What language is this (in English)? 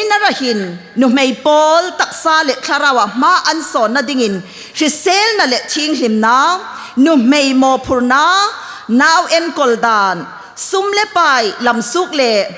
Hmar